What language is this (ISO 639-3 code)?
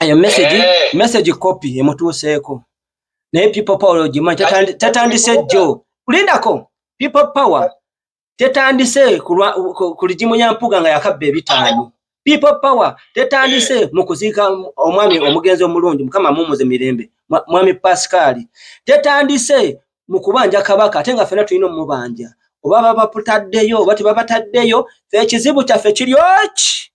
lug